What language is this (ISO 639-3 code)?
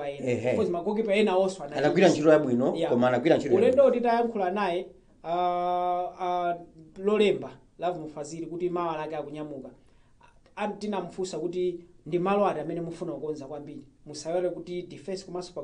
nya